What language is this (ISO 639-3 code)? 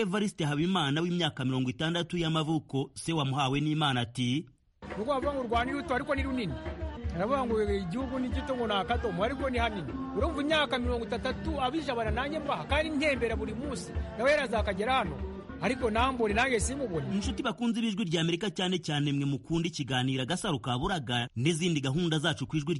kin